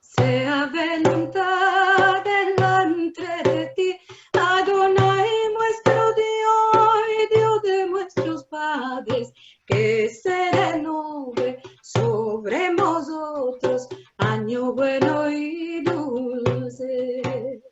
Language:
Ladino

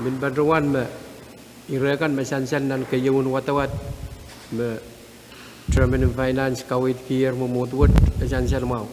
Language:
Pohnpeian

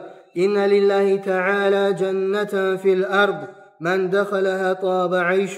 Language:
Kumyk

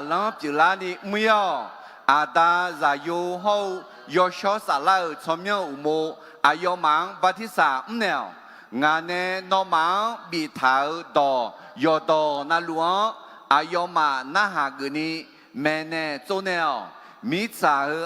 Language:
Akha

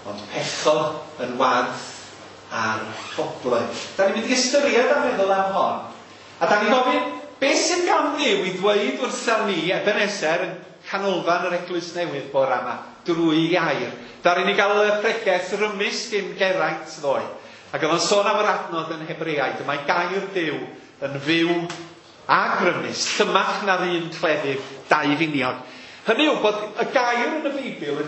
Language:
Welsh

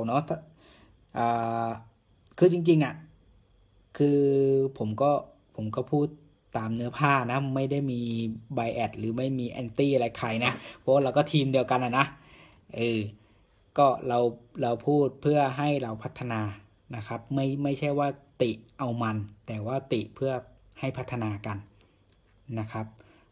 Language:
Thai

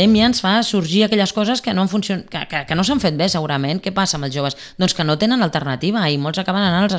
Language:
Catalan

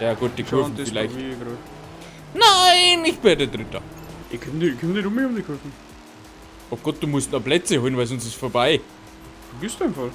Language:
Bavarian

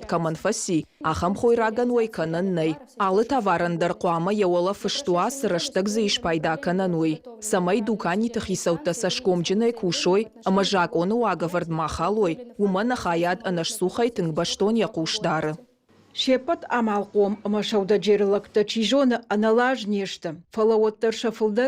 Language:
Ossetic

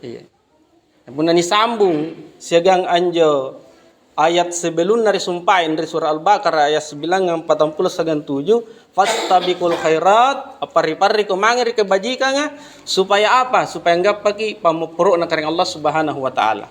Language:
Makasar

